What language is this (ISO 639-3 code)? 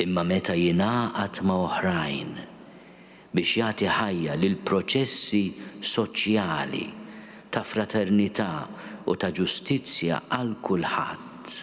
mlt